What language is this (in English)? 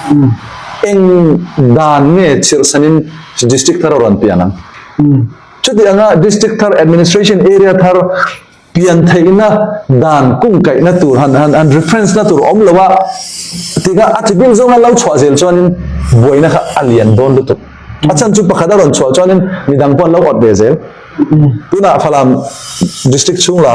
Falam Chin